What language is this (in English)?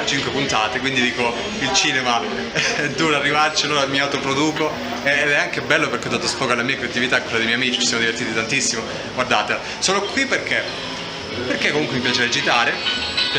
Italian